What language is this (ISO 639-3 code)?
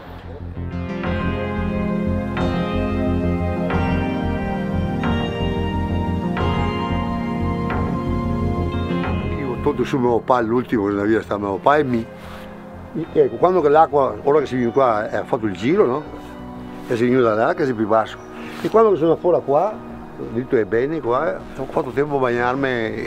ita